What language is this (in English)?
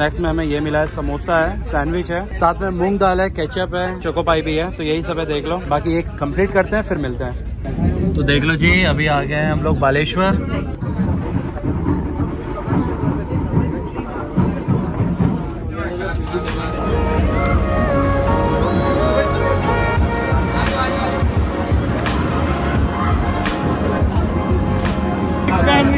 Hindi